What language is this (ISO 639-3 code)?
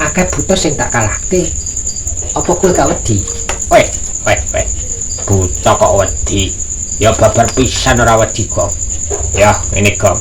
jav